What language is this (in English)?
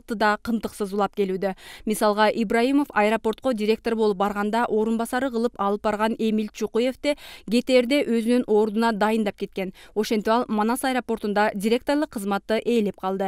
Kyrgyz